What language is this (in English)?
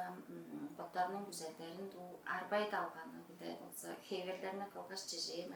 Tuvinian